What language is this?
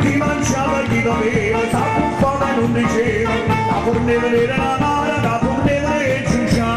Neapolitan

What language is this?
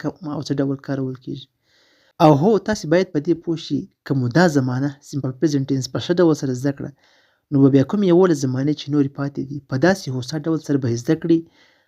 Pashto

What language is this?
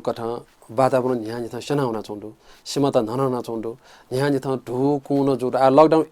Newari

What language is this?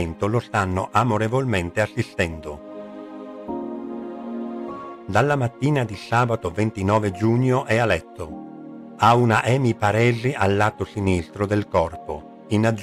Italian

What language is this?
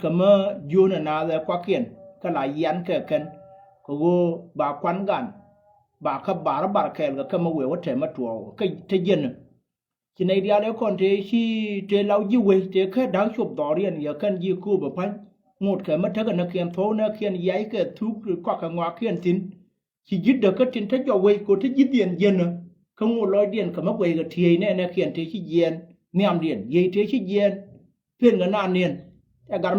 Nuer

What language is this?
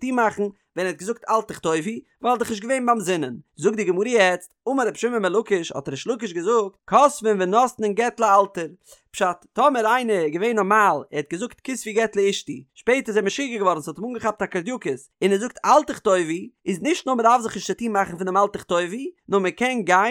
Yiddish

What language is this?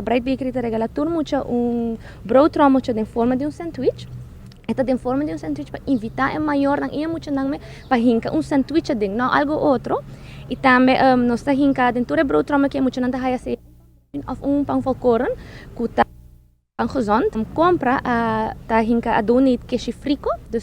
Papiamento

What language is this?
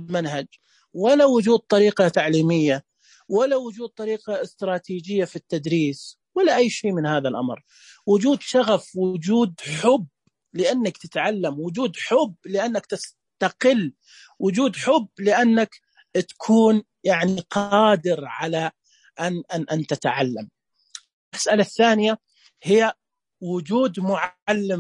Najdi Arabic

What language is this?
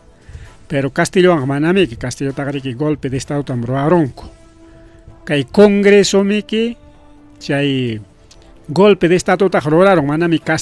Ayacucho Quechua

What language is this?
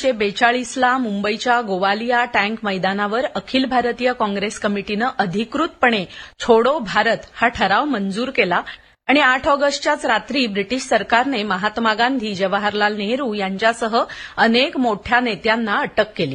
Marathi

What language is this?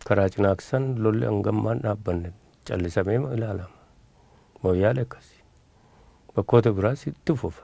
Oromo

